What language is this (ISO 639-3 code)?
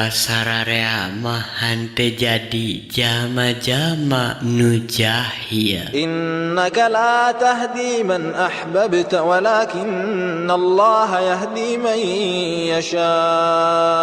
sun